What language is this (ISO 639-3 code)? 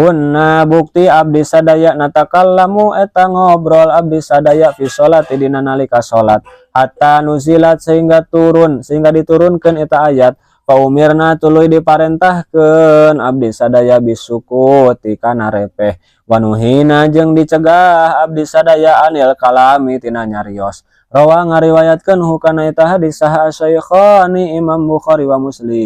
sun